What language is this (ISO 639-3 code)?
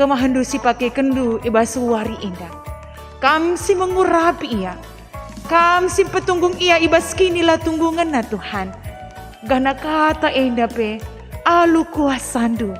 btx